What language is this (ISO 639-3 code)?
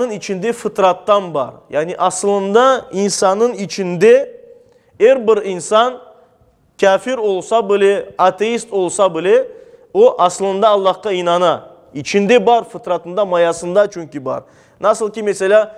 crh